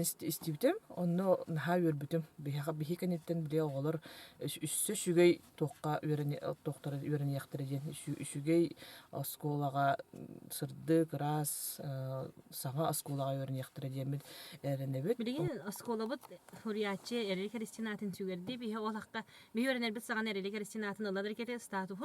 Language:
Yakut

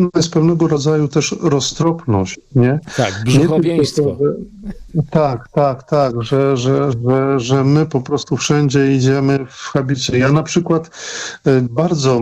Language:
Polish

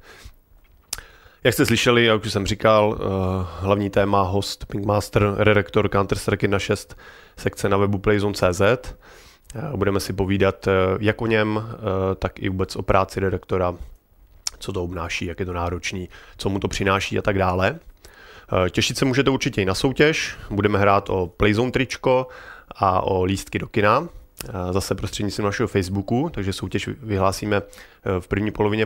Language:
Czech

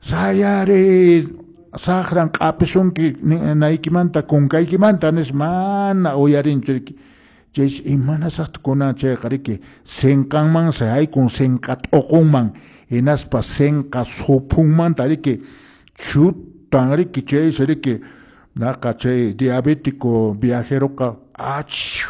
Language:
Quechua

